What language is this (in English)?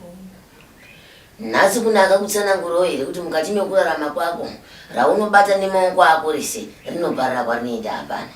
Shona